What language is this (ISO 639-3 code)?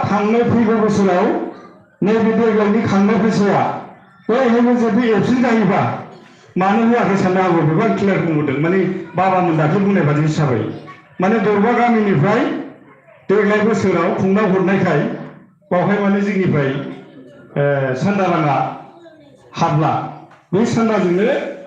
brx